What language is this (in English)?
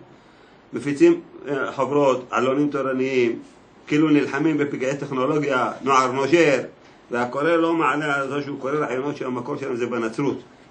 Hebrew